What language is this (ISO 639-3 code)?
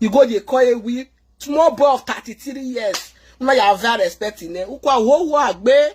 pcm